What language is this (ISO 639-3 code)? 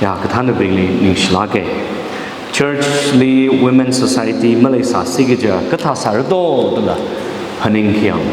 nmf